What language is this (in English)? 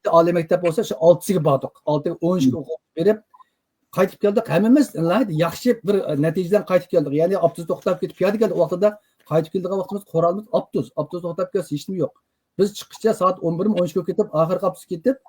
Uyghur